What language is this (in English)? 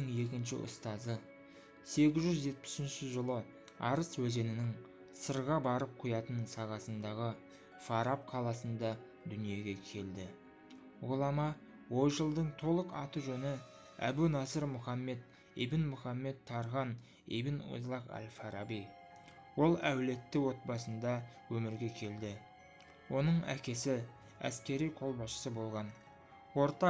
Kazakh